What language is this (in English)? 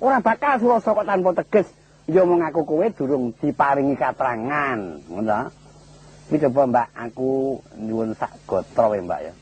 Javanese